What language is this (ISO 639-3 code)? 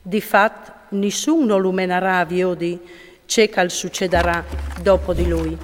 fur